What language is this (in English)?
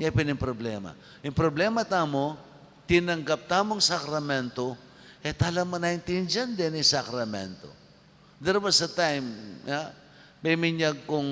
Pampanga